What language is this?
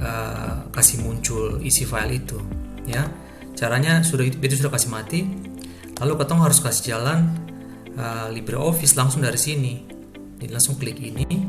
Ambonese Malay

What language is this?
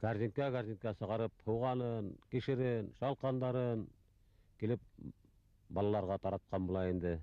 Bashkir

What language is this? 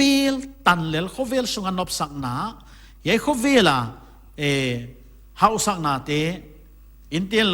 Paite Chin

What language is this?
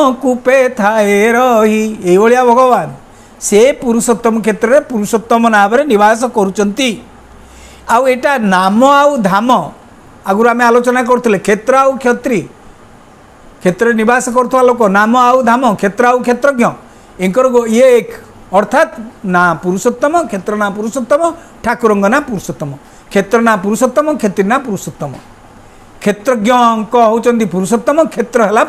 Odia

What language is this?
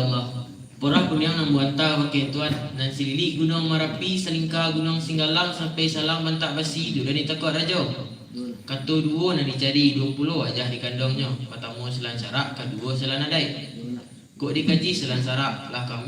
Minangkabau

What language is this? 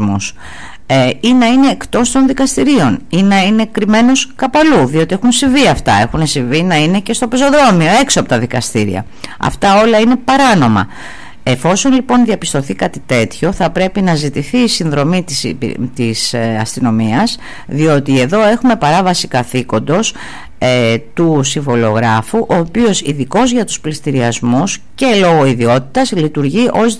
Greek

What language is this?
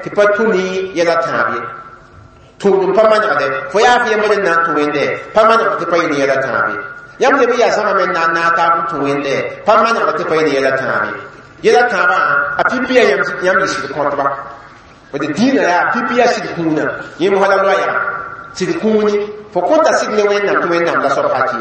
Mossi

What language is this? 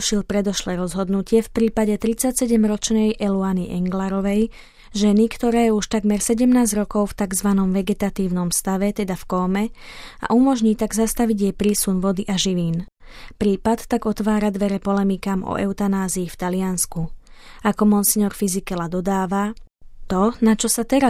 Slovak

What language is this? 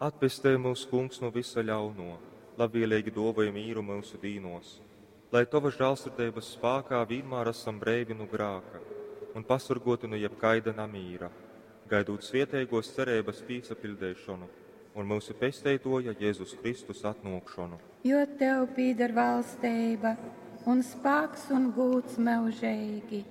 Latgalian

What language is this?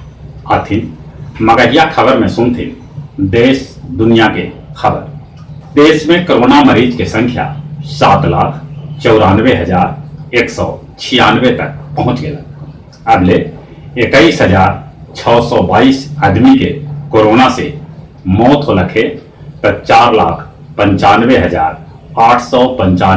Magahi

